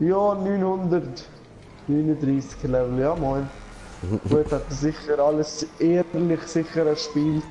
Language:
Swiss German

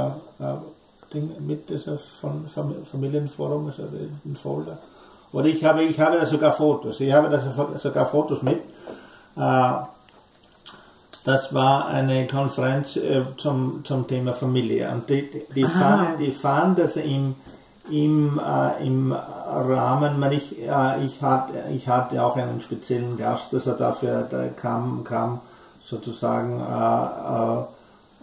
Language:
German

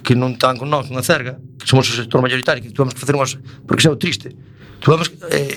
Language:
Galician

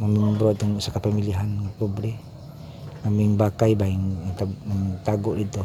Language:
Cebuano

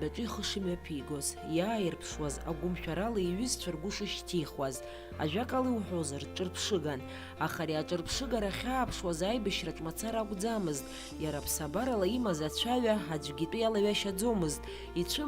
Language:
Abkhazian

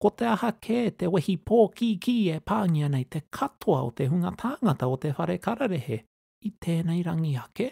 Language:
Māori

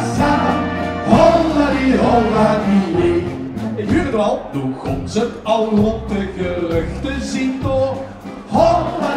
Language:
Limburgish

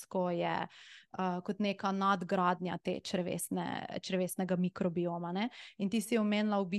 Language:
Slovenian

